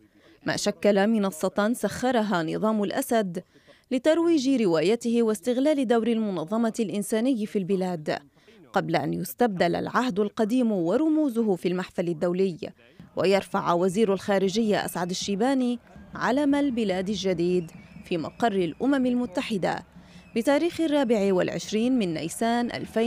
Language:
Arabic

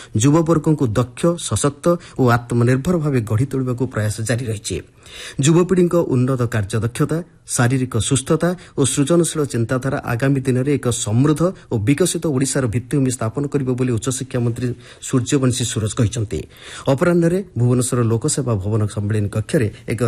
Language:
Odia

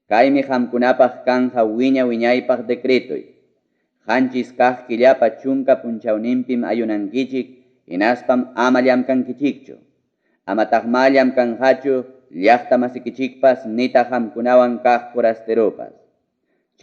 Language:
Ayacucho Quechua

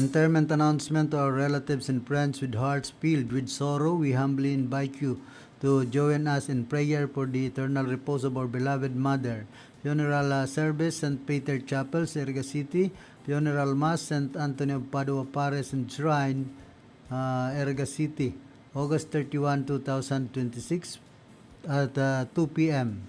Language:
Bikol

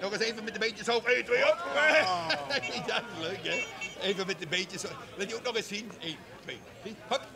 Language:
Limburgish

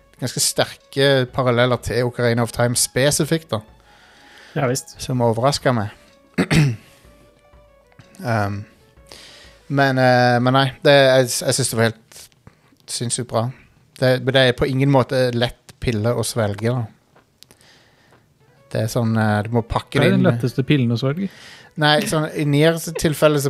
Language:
Norwegian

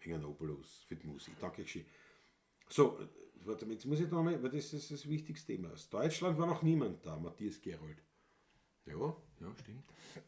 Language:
Bavarian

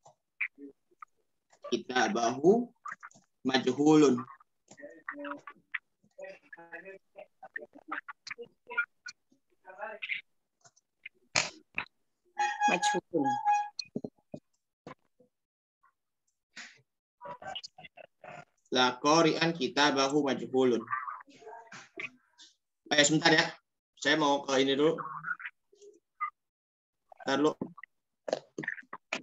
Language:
Indonesian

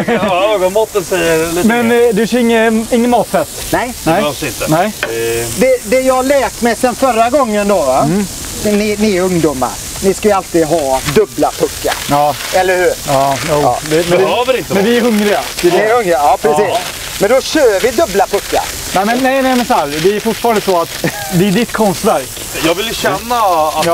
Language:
Swedish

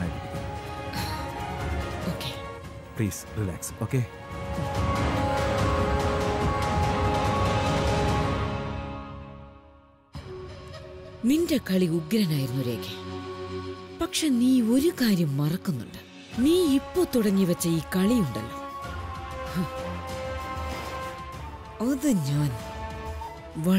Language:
Malayalam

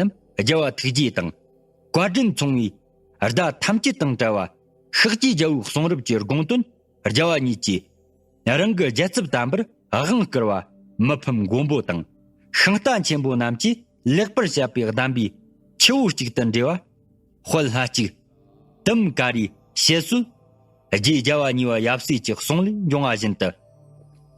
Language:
Tibetan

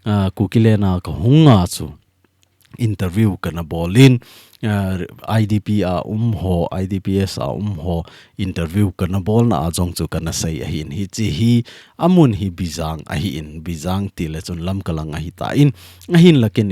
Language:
Thado Chin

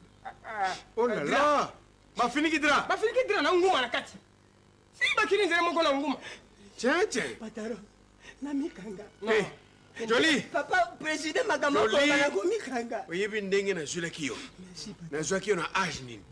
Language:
Lingala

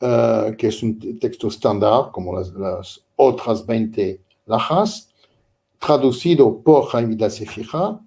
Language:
Ladino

